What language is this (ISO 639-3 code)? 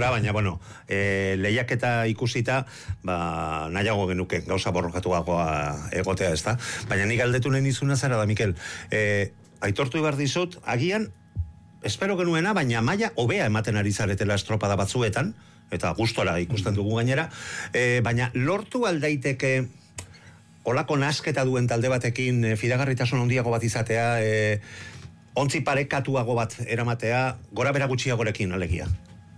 eus